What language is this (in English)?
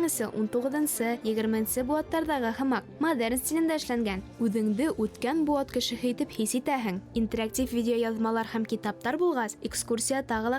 Bashkir